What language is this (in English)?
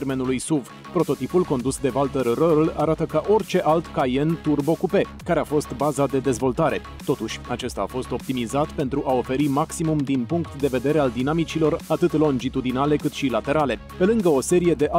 Romanian